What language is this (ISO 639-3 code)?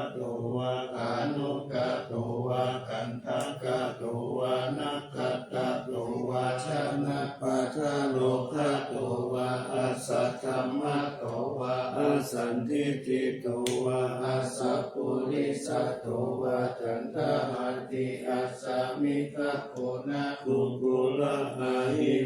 pli